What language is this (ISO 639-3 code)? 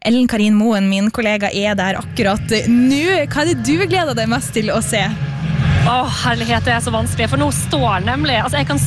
nor